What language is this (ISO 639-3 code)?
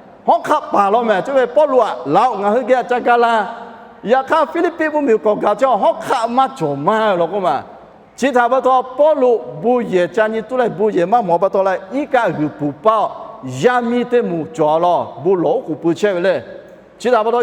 lhu